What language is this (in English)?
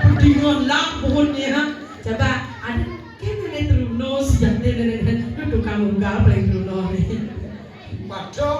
Balinese